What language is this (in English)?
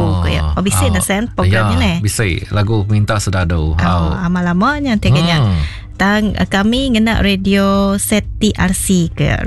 Iban